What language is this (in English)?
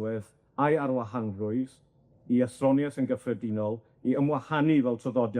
Welsh